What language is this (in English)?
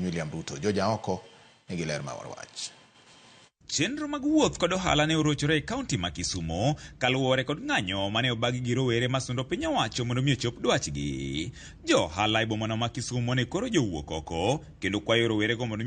Luo (Kenya and Tanzania)